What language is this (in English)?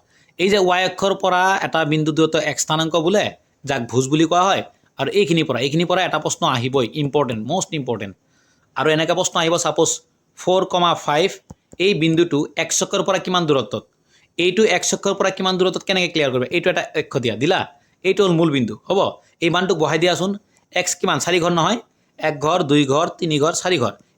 Assamese